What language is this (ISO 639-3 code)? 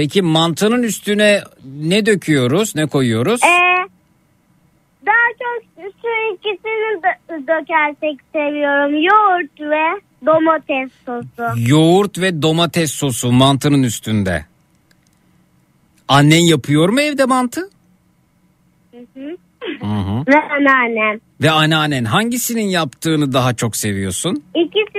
tur